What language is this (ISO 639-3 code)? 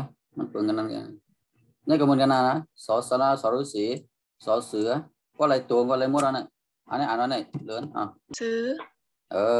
shn